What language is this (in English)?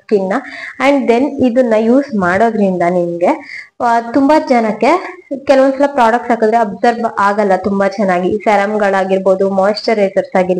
Kannada